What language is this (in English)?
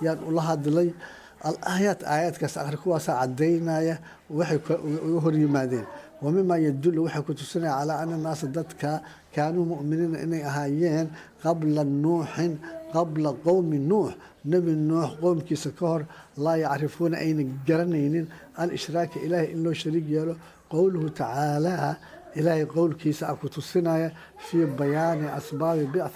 Somali